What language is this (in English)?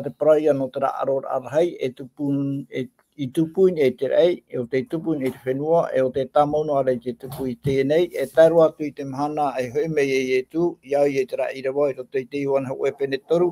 Tahitian